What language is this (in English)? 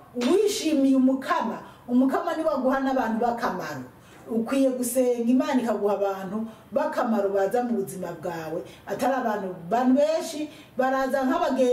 Rundi